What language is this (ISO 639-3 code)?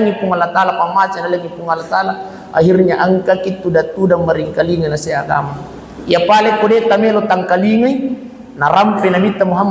bug